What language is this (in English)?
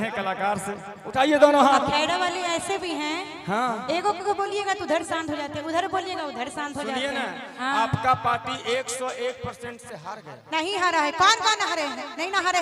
Magahi